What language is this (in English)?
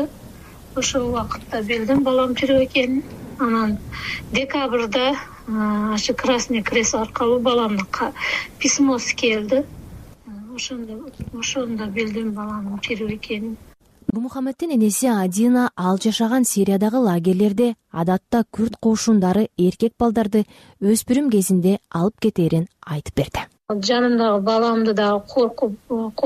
Kyrgyz